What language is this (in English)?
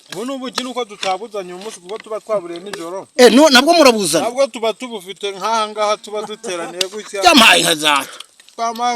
Kinyarwanda